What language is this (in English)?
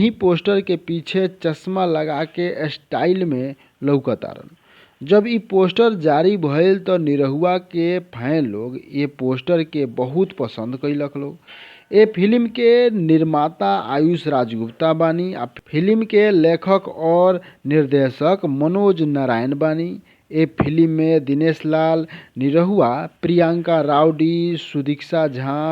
Bhojpuri